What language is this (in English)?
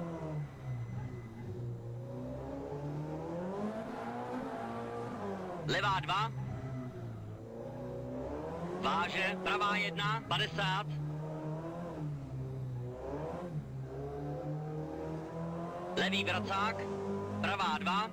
Czech